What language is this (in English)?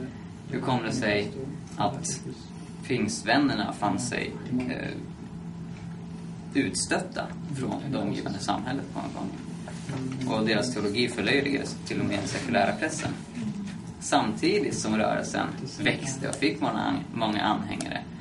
Swedish